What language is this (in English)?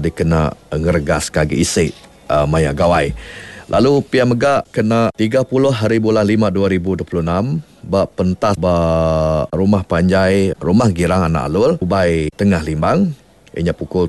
Iban